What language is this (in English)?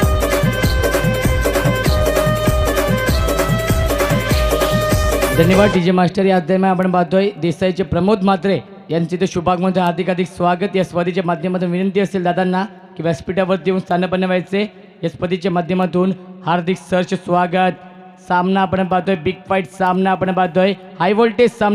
Marathi